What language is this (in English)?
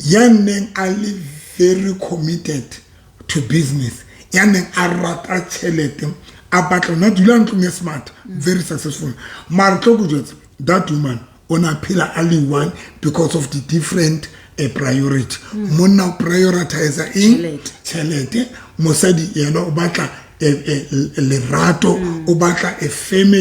Southern Sotho